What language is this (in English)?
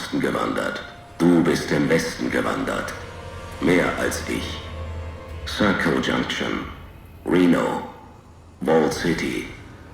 Bavarian